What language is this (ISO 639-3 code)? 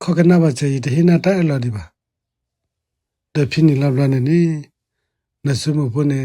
ksw